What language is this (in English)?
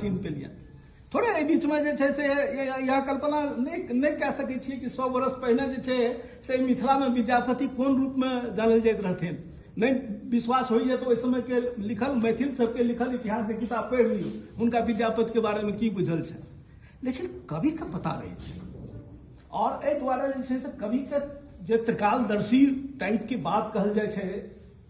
Maithili